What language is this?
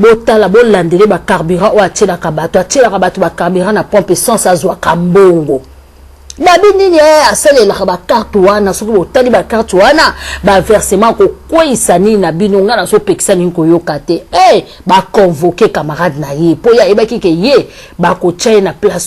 Lingala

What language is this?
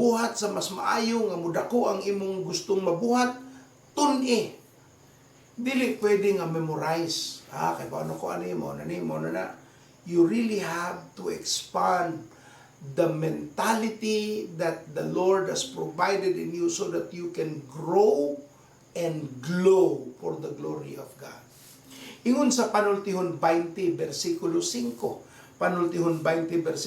Cebuano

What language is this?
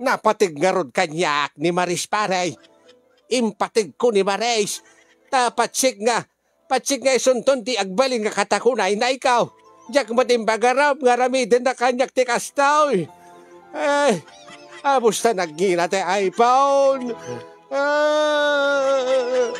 Iloko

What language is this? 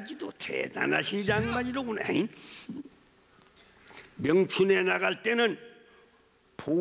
Korean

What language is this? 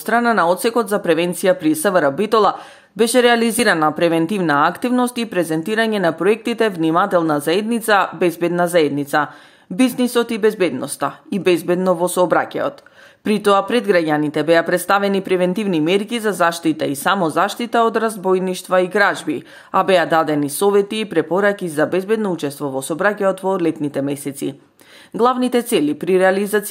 Macedonian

